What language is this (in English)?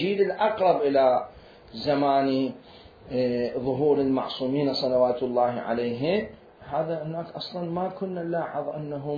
Mesopotamian Arabic